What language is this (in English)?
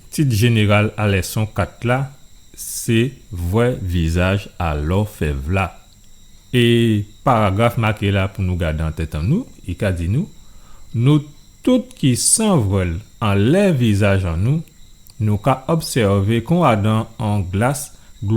Guadeloupean Creole French